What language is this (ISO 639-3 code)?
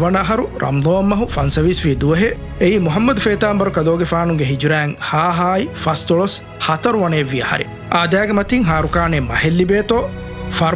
div